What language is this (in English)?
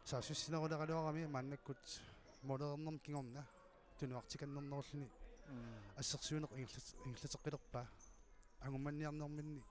Kalaallisut